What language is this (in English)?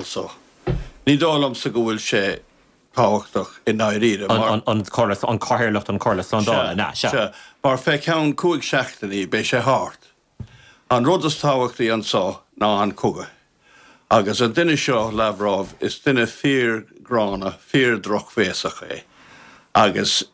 Irish